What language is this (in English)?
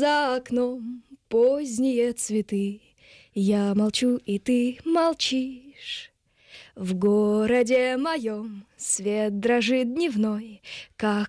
Russian